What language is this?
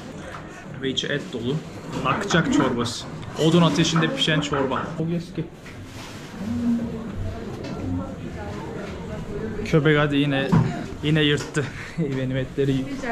Turkish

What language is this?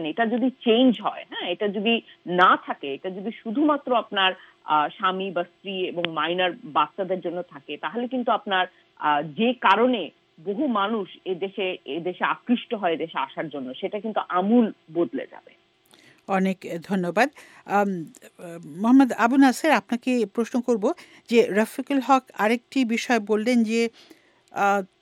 Bangla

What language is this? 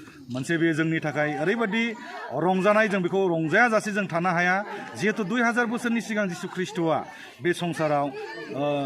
Bodo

